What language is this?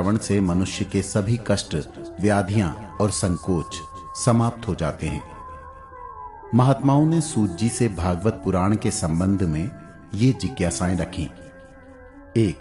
Hindi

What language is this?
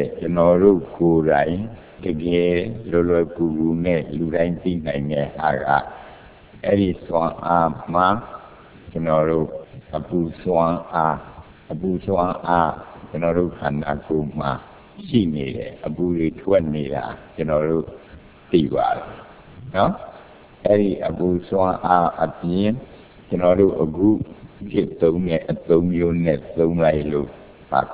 Burmese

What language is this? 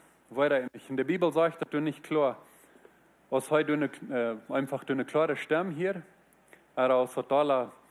Plautdietsch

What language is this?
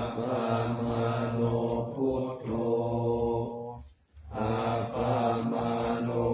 Pali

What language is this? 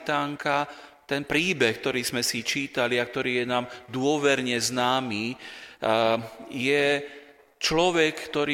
Slovak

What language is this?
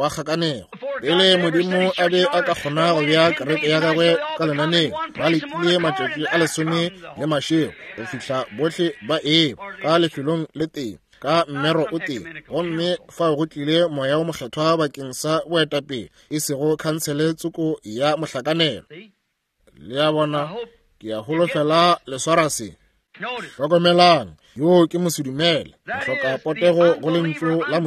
Northern Sotho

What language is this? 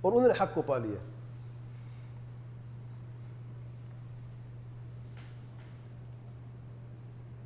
Urdu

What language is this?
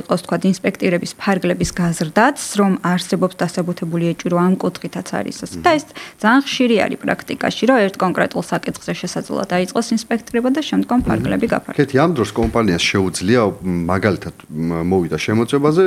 Georgian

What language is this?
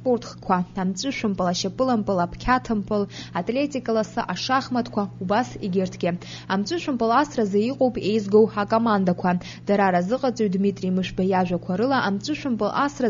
Abkhazian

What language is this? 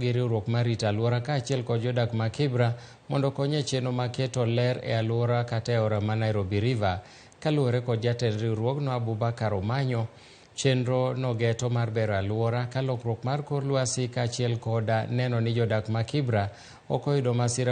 Luo (Kenya and Tanzania)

